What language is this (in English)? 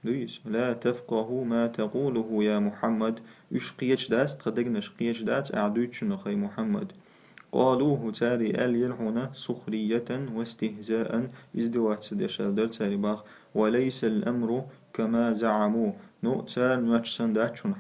Chechen